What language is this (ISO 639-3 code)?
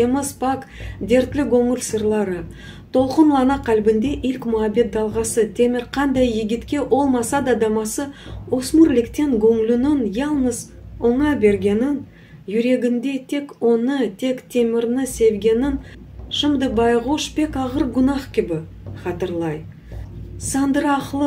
crh